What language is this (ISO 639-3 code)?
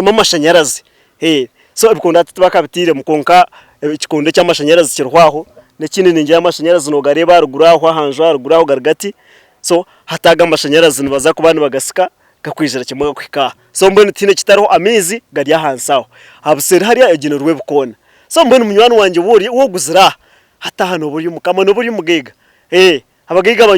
nyn